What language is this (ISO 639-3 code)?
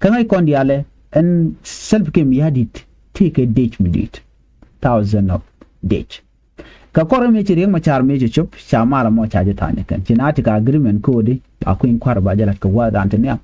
nus